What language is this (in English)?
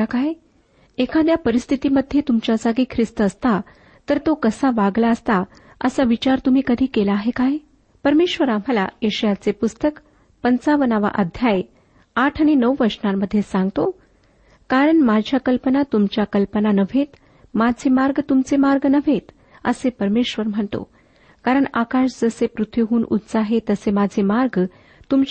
Marathi